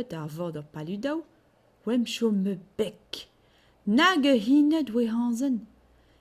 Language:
Breton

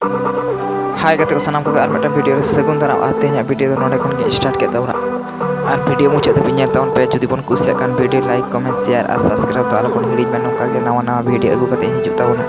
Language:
Santali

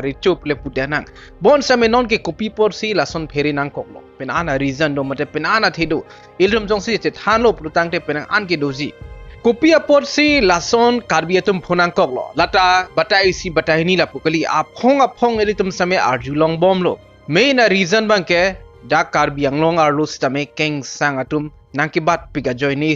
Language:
Karbi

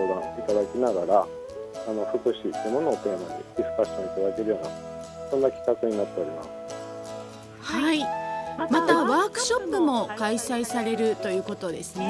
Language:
Japanese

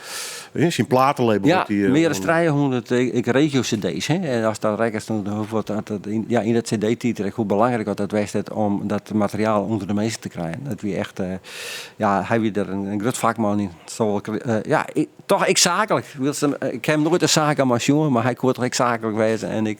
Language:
Western Frisian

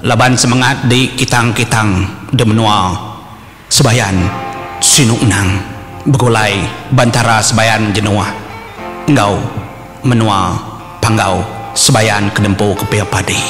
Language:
Iban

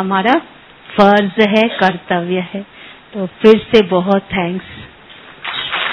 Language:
Hindi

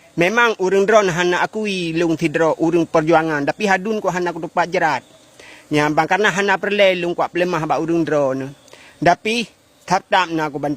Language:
Achinese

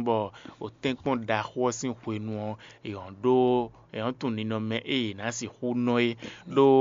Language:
Fon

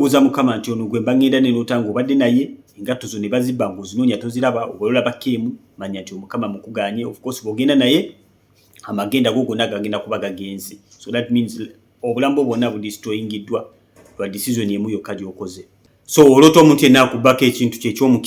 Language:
Ganda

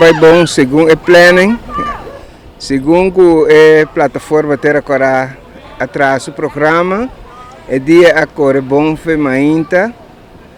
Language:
Papiamento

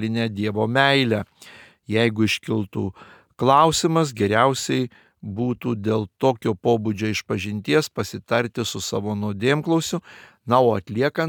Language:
Lithuanian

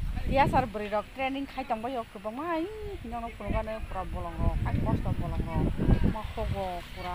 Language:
Kok Borok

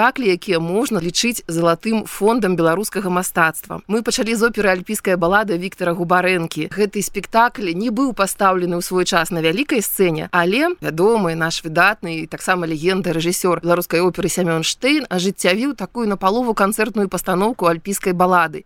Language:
Belarusian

